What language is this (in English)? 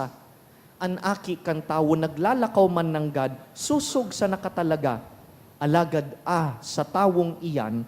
Bikol